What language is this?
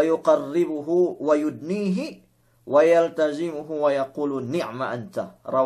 Yakan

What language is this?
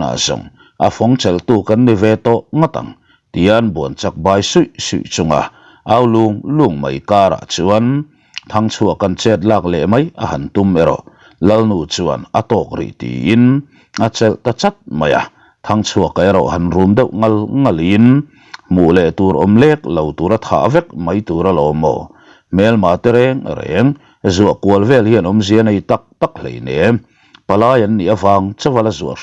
Mizo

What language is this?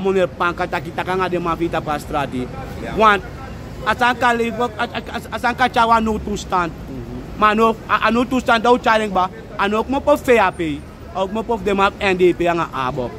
Sranan Tongo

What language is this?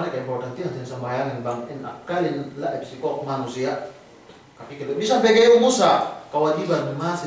Yakan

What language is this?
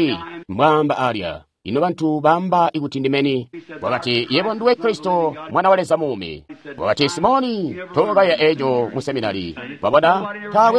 Tonga (Zambia)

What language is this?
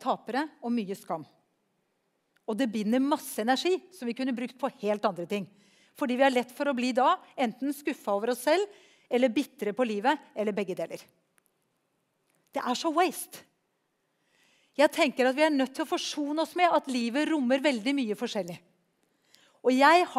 Norwegian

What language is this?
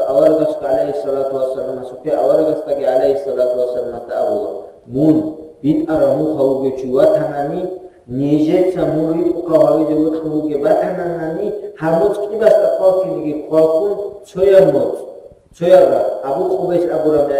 Avaric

